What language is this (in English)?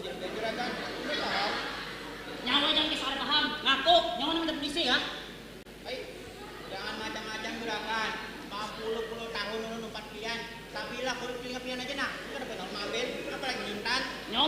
Banjar